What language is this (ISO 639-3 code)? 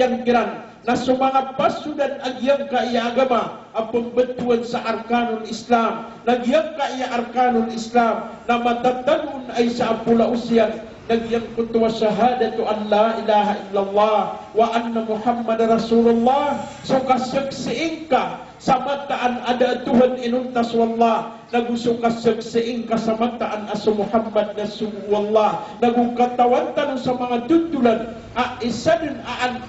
mrw